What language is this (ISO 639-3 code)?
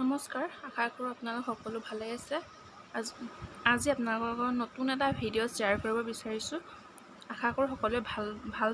asm